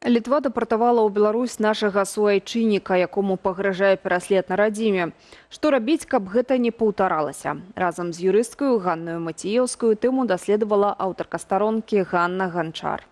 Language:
Belarusian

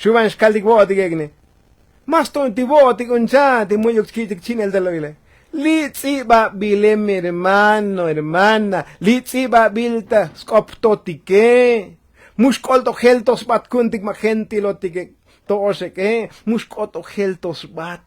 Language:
Tzotzil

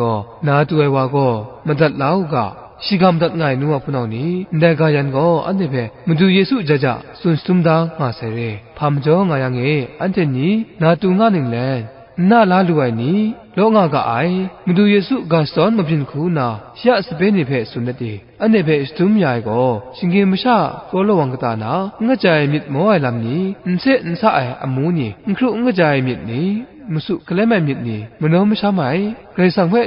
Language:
Kachin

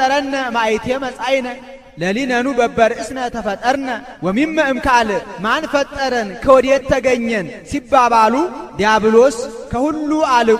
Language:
Amharic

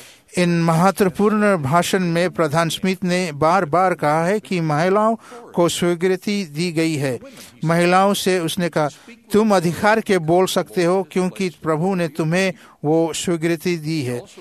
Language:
Hindi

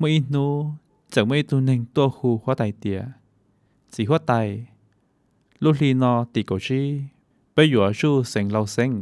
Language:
Hmong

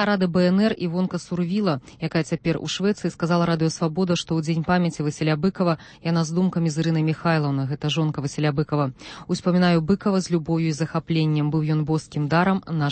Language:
Belarusian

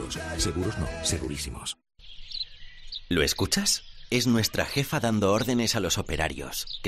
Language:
Spanish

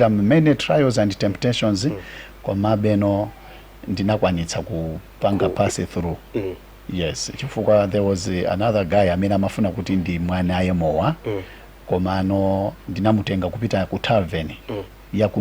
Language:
Nyanja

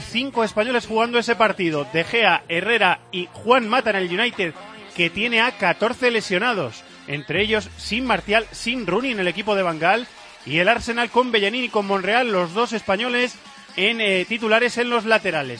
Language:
Spanish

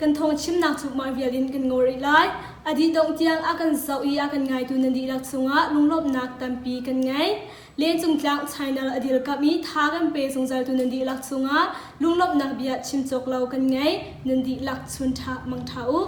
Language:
Hakha Chin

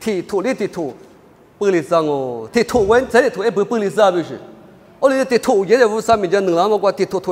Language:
Lisu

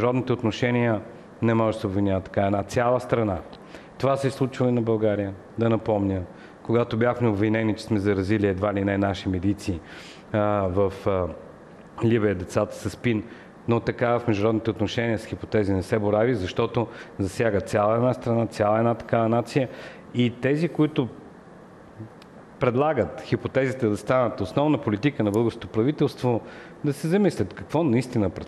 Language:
Bulgarian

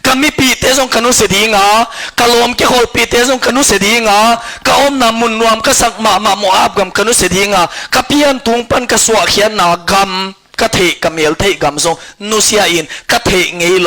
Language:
Tedim Chin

